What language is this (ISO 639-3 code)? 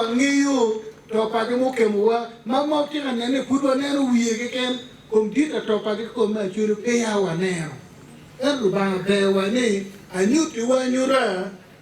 ach